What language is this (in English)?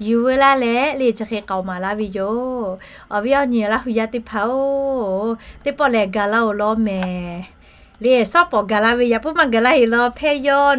Lahu